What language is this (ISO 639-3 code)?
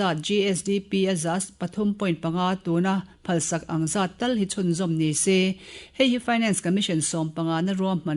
lus